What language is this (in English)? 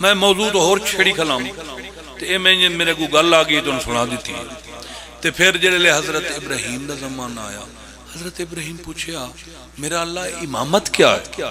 Pahari-Potwari